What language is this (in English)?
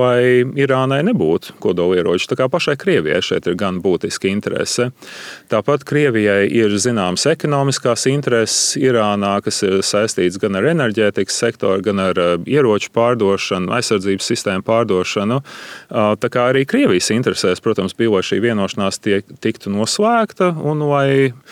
Latvian